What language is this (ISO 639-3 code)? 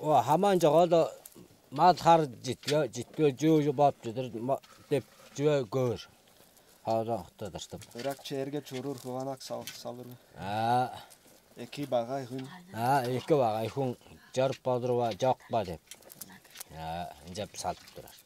tyv